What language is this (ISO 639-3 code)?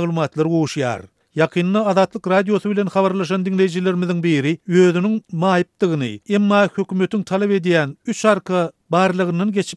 tuk